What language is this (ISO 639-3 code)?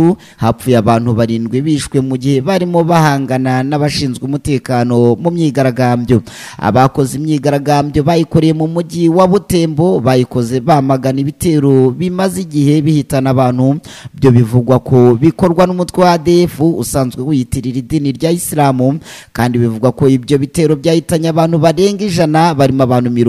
kin